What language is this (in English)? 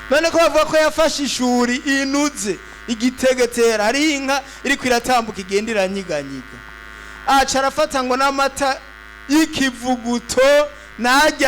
Rundi